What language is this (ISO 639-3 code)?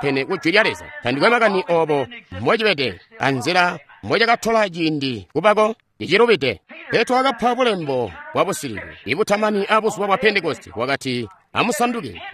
toi